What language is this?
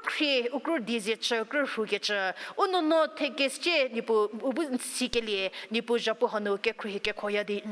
Angami Naga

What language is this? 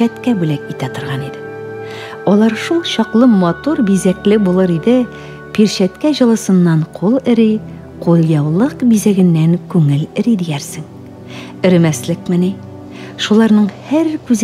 Tatar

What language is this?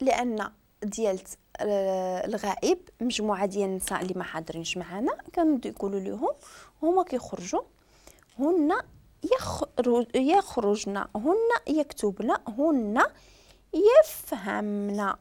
Moroccan Arabic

